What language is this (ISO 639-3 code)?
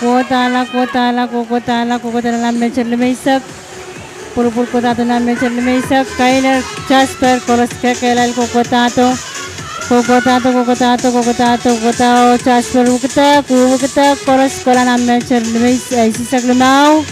pon